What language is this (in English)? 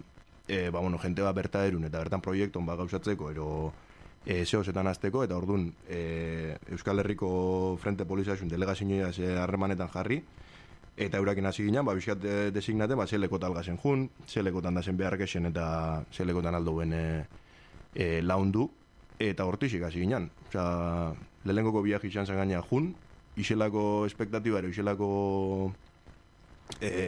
Basque